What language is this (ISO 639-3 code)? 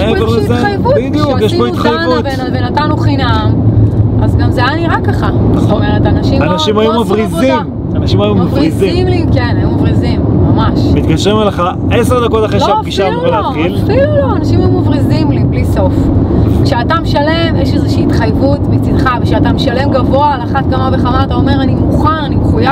heb